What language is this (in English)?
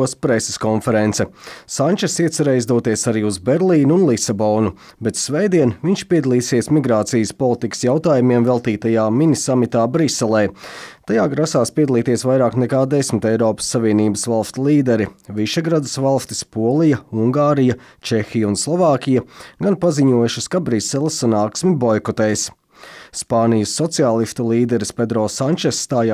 Latvian